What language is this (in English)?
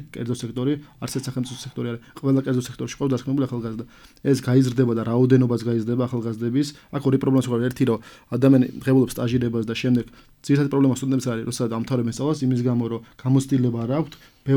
Georgian